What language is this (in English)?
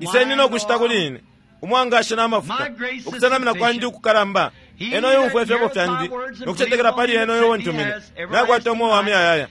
Bemba